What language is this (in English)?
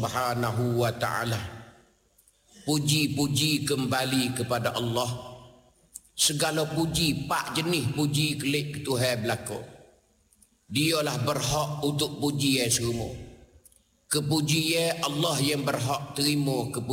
Malay